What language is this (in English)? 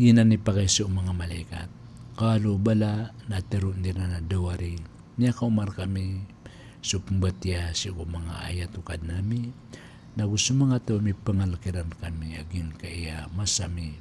Maranao